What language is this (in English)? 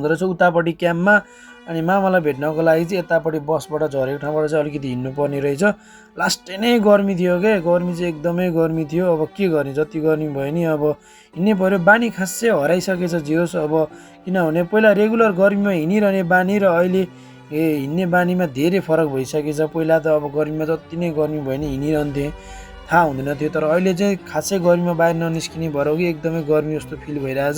Nepali